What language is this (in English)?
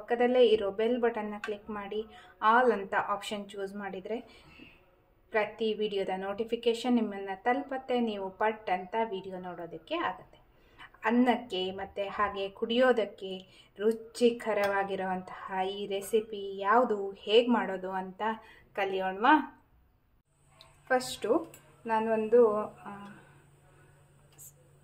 Kannada